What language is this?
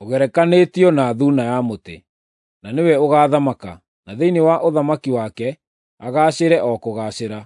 Kikuyu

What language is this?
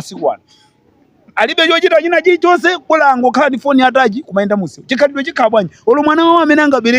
Nyanja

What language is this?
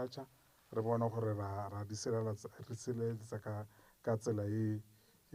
Tswana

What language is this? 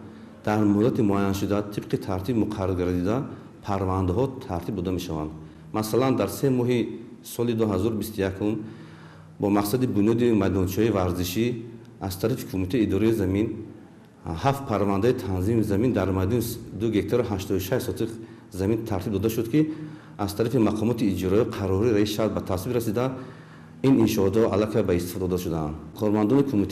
Tajik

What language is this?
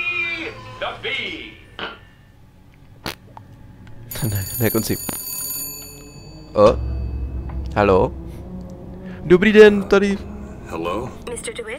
Czech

